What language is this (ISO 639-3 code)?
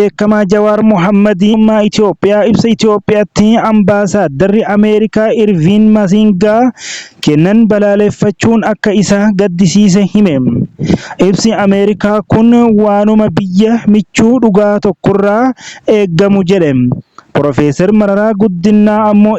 orm